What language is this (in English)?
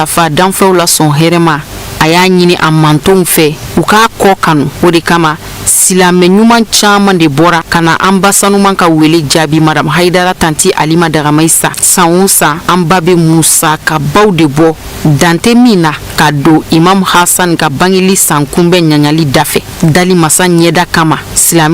Bambara